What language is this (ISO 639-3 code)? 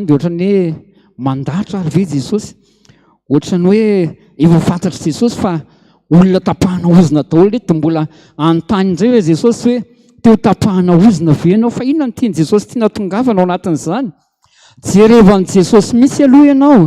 mlg